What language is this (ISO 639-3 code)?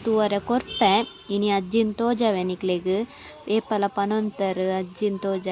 tcy